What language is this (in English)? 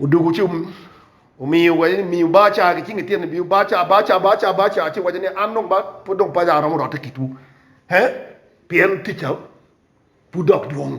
Acoli